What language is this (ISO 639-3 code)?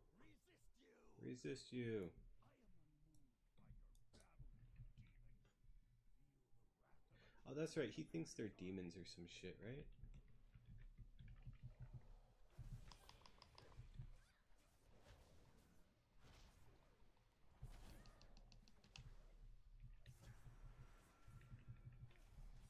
eng